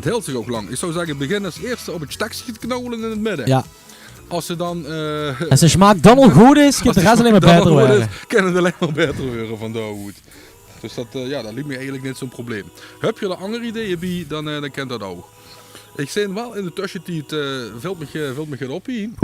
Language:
Limburgish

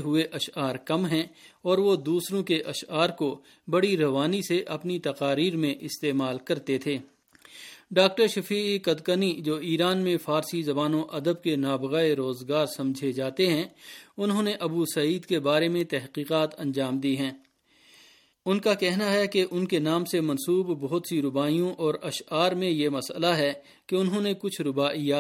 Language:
Urdu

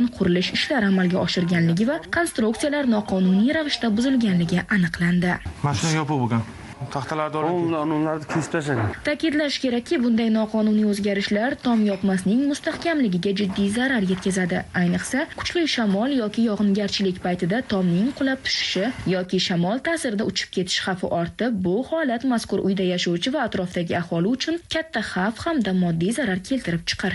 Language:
Uzbek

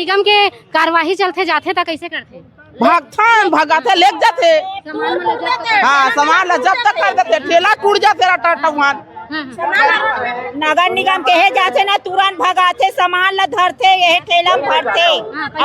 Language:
Chhattisgarhi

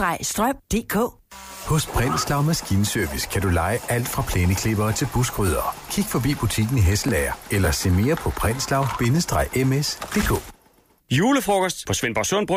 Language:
Danish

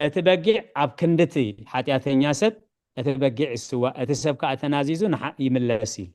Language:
Tigrinya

